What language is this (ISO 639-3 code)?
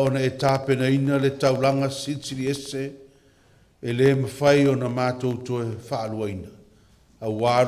smo